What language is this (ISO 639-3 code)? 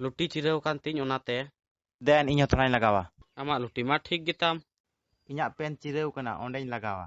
sat